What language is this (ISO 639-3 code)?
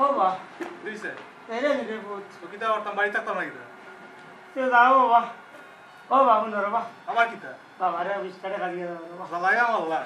syl